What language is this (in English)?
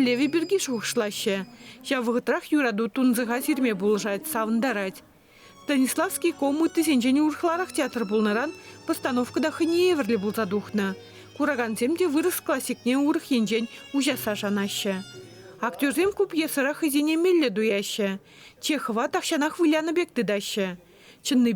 Chuvash